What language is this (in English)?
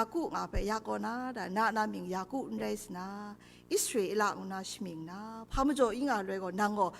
Kachin